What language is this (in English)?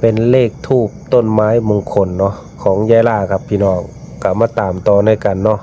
Northeastern Thai